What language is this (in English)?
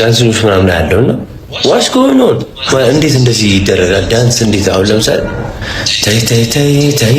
Amharic